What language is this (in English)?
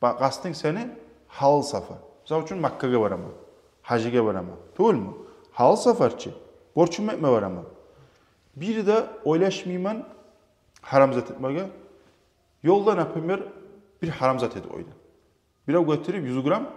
Kumyk